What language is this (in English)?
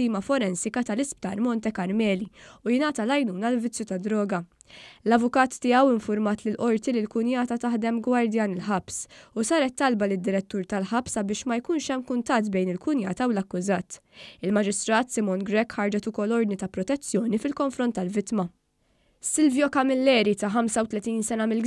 Maltese